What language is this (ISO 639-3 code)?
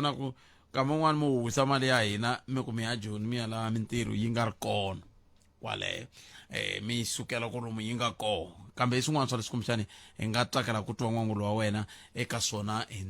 tso